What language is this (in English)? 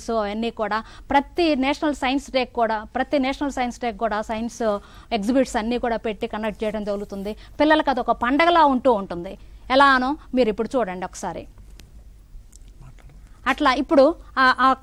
Telugu